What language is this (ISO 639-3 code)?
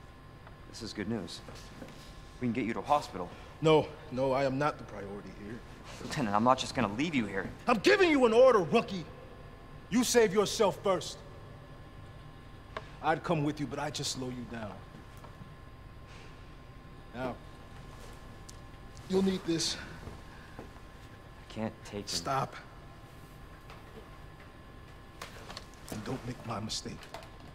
eng